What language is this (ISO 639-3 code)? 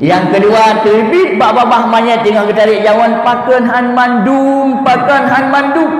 ace